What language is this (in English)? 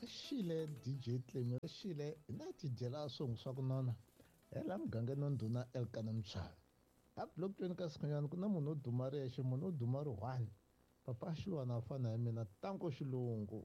Tsonga